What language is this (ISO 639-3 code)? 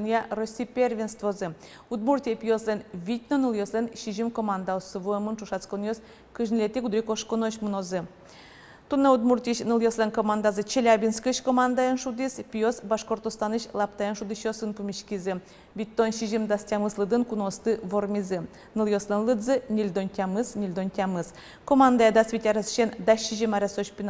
udm